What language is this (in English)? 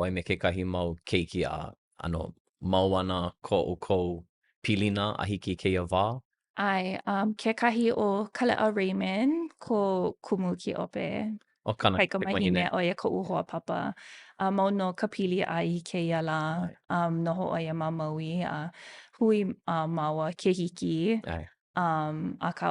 Hawaiian